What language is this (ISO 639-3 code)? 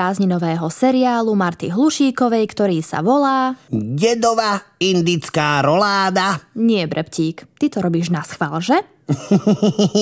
slk